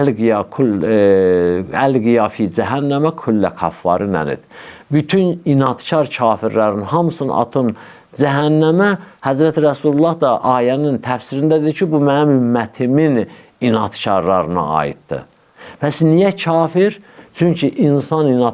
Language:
Azerbaijani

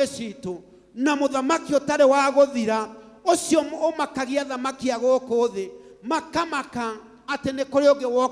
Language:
Kikuyu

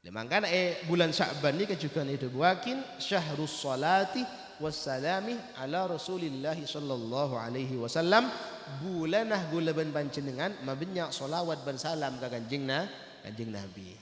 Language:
Madurese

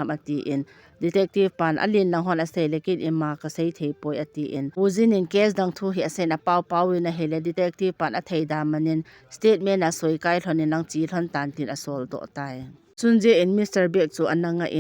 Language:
Thado Chin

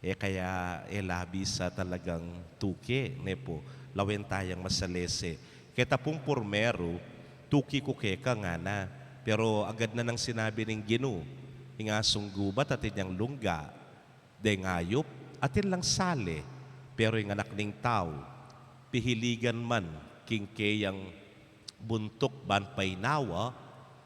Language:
Pampanga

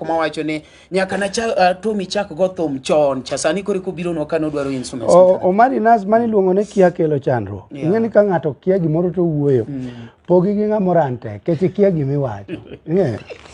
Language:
Luo (Kenya and Tanzania)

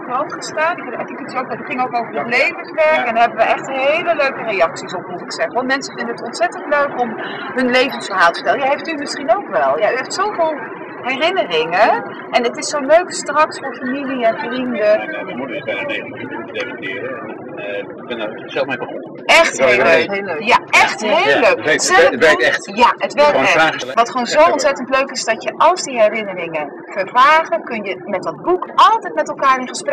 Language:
Dutch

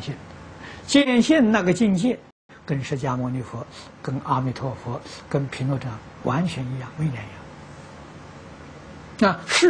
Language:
Chinese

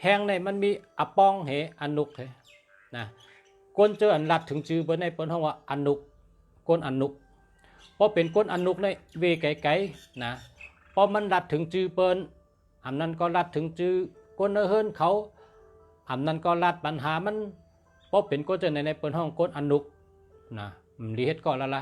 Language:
Shan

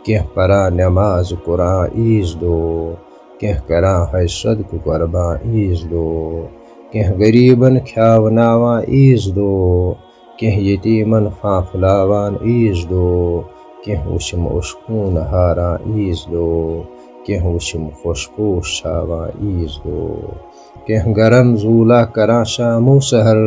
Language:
Kashmiri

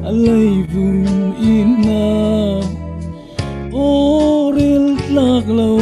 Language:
Falam Chin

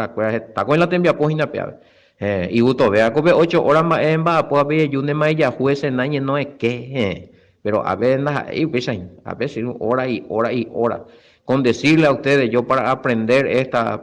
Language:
Guarani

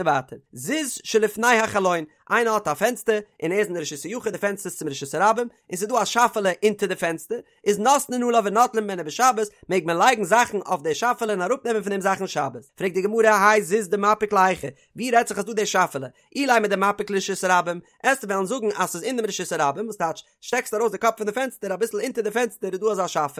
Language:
Yiddish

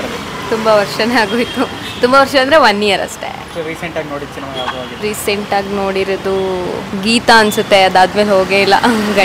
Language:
Kannada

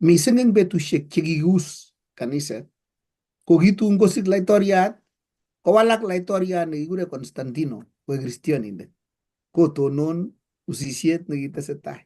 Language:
Kalenjin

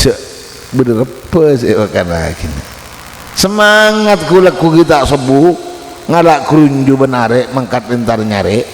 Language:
Madurese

